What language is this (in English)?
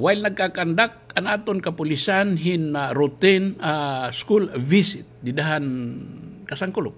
Waray